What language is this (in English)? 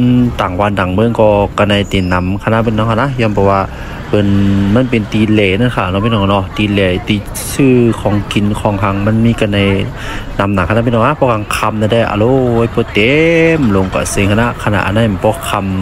Shan